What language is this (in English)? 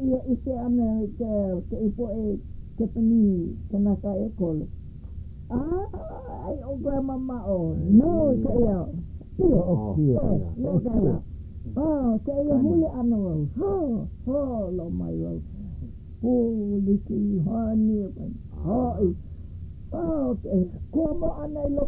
Hawaiian